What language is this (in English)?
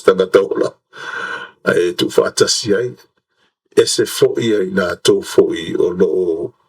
Samoan